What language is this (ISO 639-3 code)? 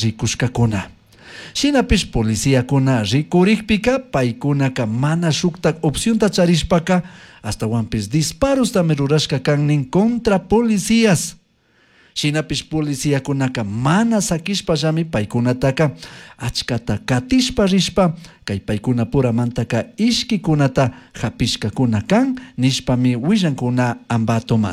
qug